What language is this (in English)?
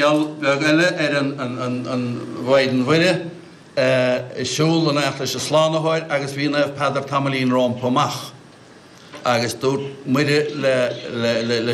Irish